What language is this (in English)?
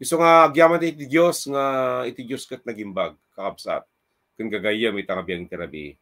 Iloko